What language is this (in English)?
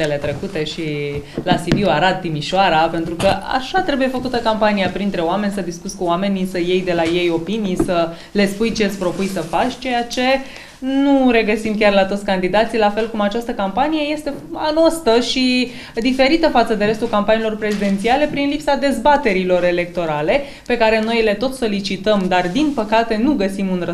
Romanian